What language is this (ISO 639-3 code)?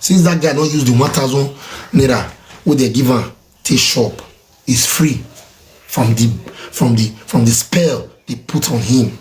pcm